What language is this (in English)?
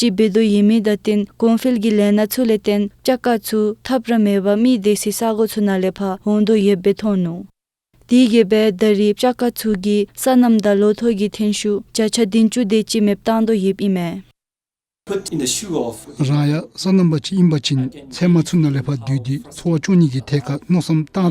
Dzongkha